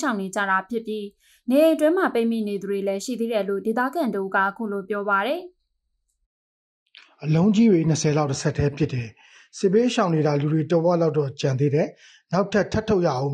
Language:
Burmese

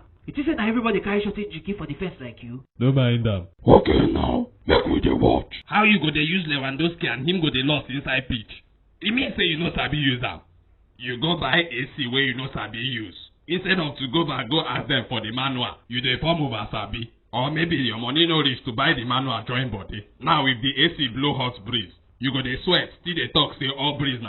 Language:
Nigerian Pidgin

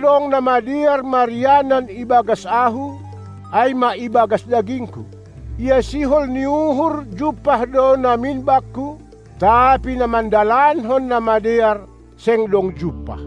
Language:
Batak Simalungun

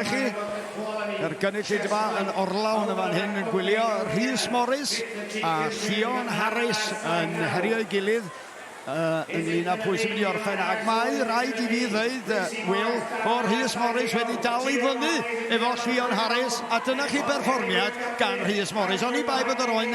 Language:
Welsh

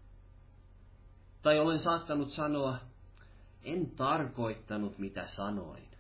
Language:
Finnish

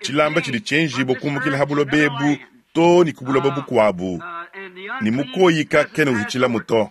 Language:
Luba-Lulua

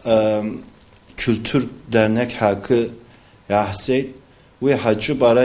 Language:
Abkhazian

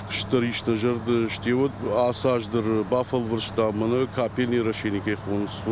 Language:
Ossetic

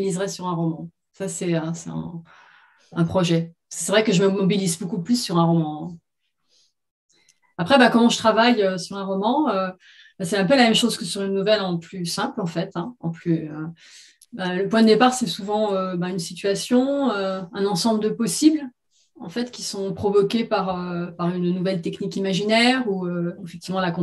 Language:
French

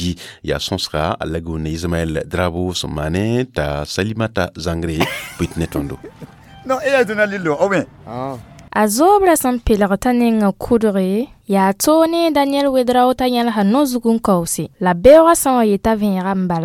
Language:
Mossi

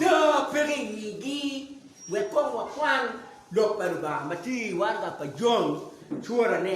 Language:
Acoli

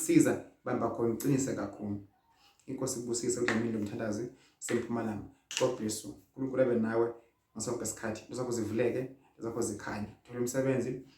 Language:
Zulu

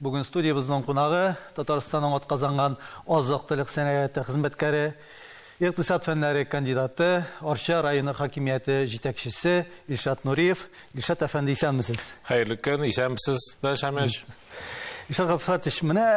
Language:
Tatar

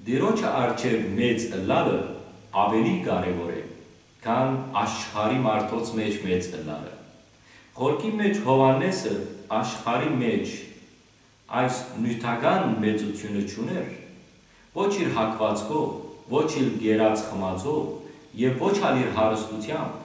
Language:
Western Armenian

